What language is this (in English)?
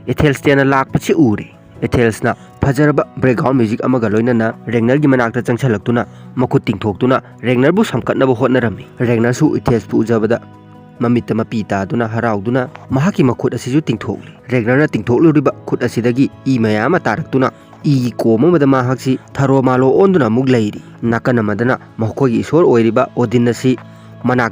Manipuri